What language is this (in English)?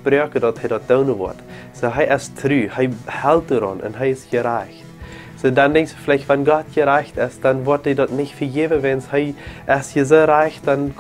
Plautdietsch